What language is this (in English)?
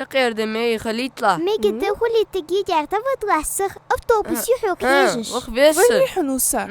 Ingush